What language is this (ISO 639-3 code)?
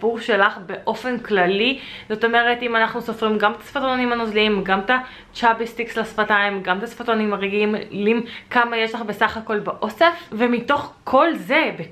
heb